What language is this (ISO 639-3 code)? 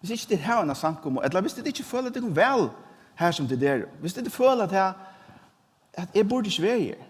fao